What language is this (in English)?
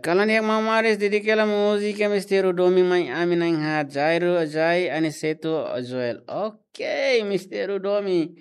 Tetum